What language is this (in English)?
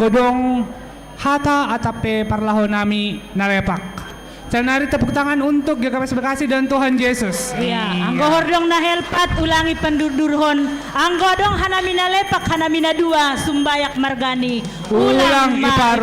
Batak Simalungun